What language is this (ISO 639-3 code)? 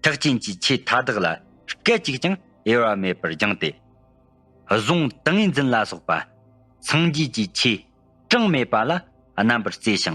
bod